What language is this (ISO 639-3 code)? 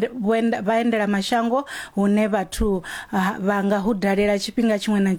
ven